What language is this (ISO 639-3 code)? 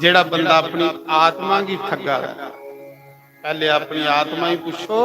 doi